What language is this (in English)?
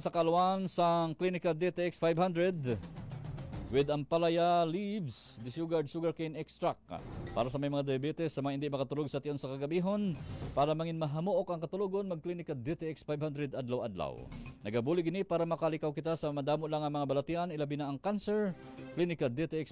Hiligaynon